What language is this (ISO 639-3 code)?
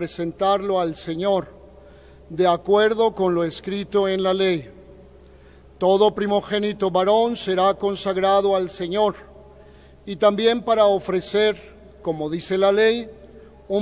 spa